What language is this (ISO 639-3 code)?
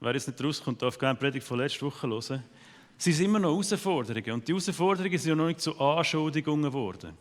gsw